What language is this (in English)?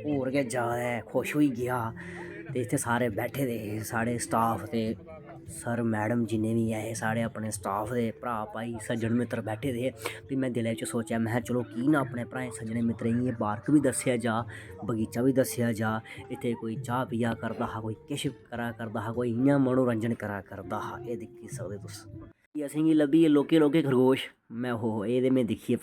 Dogri